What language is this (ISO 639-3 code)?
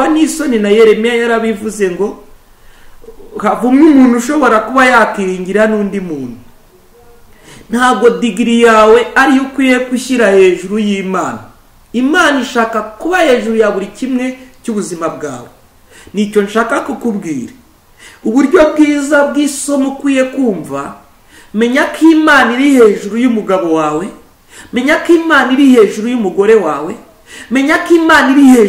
kin